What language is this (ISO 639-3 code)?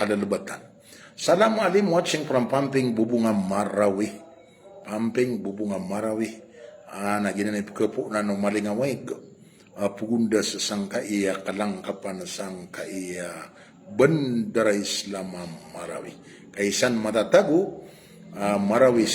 mrw